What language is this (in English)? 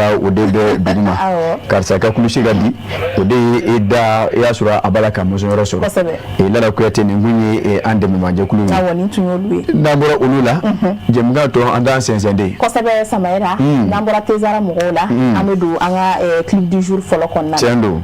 Bambara